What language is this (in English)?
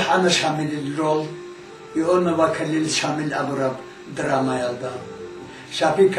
Avaric